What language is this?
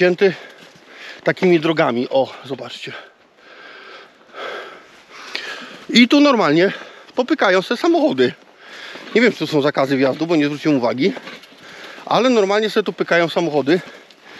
Polish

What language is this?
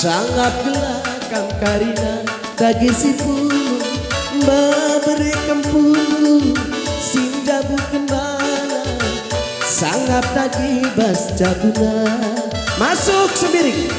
Batak Karo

